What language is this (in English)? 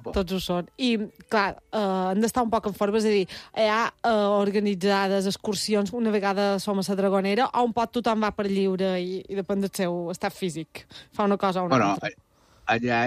Catalan